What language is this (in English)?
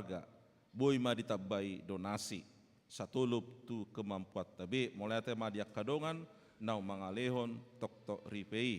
Batak Toba